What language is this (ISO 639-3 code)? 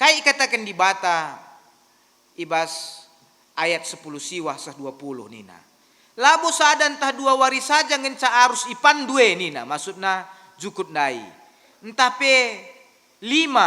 btx